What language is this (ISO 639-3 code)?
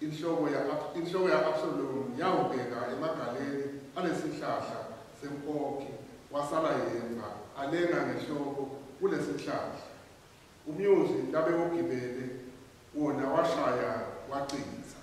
ssw